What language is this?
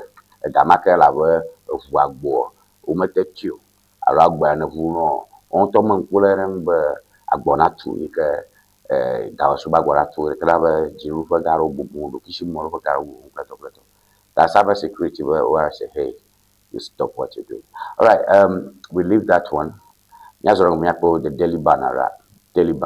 Ewe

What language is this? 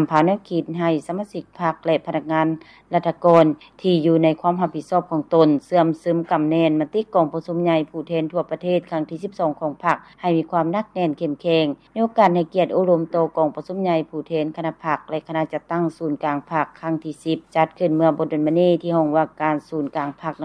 Lao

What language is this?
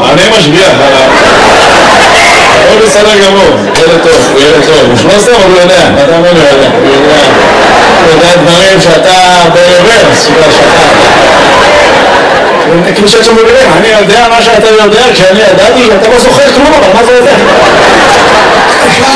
Hebrew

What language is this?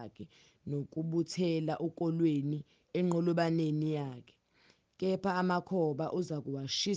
Zulu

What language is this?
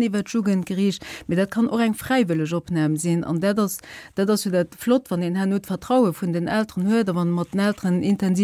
Luxembourgish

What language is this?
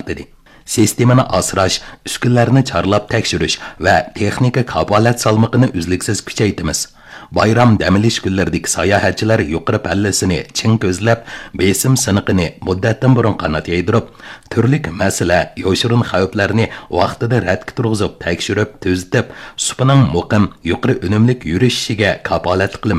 Uyghur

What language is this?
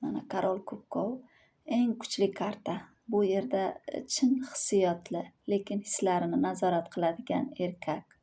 Uzbek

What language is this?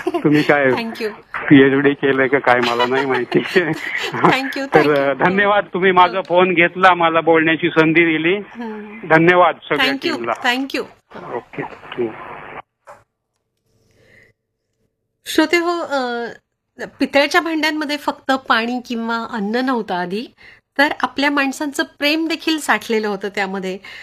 Marathi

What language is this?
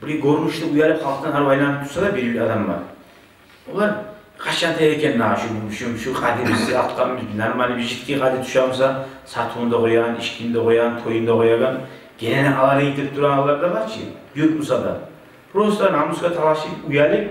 Kumyk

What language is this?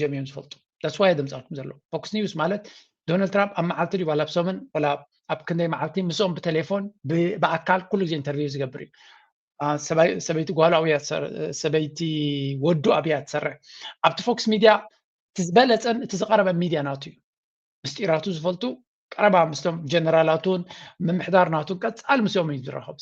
Tigrinya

